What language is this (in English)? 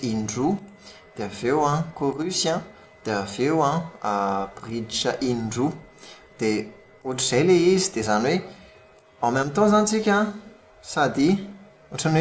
Malagasy